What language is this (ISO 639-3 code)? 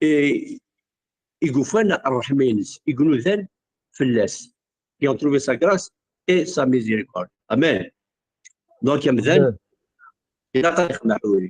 kab